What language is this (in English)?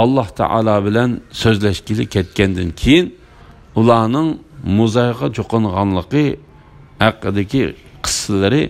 Uyghur